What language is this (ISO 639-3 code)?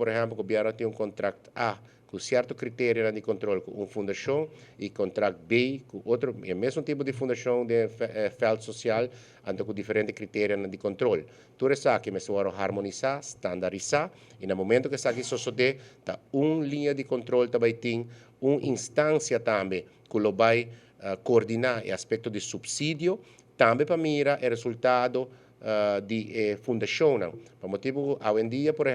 pap